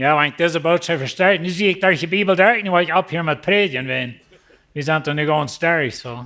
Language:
Plautdietsch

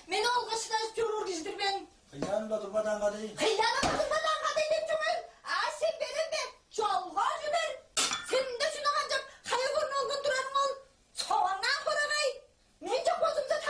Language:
Tuvinian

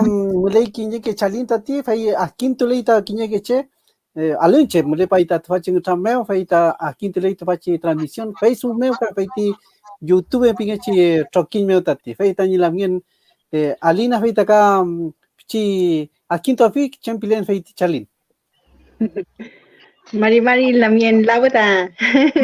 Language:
Mapuche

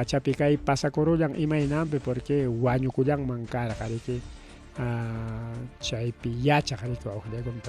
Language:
Ayacucho Quechua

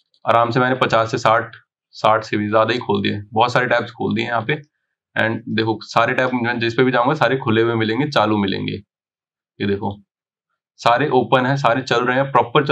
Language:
Hindi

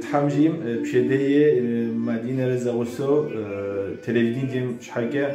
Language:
Kabardian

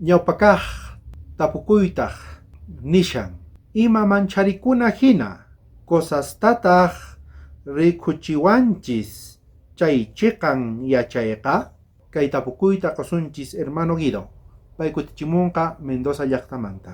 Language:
South Bolivian Quechua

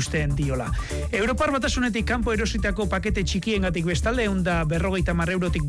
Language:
Basque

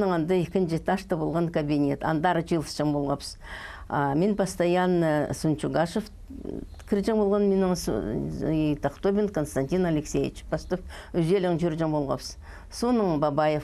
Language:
Khakas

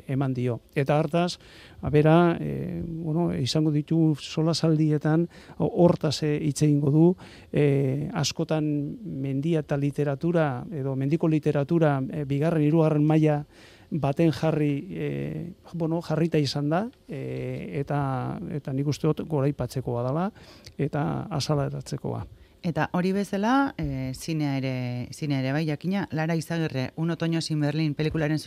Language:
Basque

